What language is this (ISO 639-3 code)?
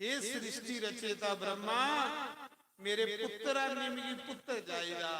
doi